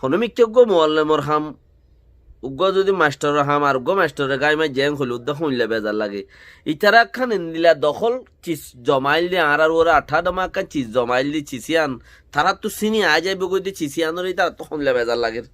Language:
Rohingya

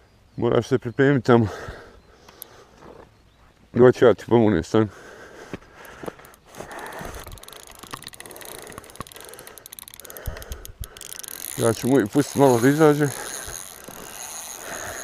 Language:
Croatian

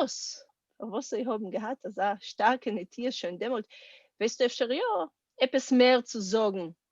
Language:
Yiddish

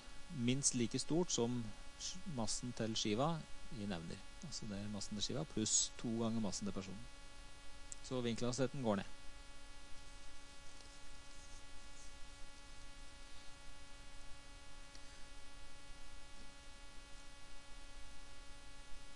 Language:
Norwegian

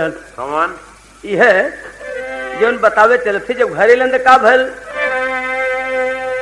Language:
Bhojpuri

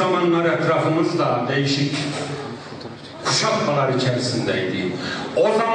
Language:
Turkish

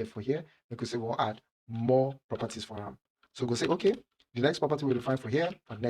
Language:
Nigerian Pidgin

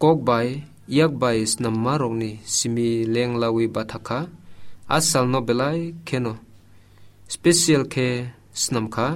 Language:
Kok Borok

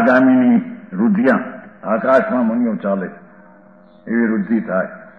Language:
Gujarati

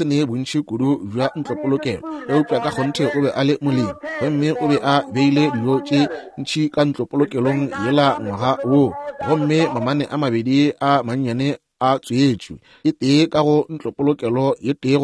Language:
Northern Sotho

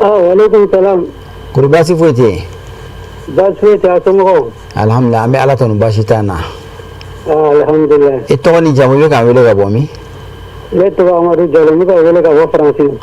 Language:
Bambara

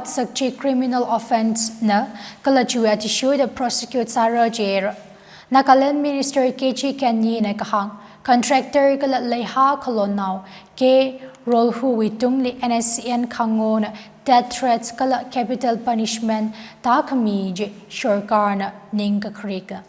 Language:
Tangkhul Naga (India)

